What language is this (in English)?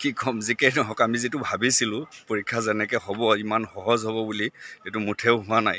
Assamese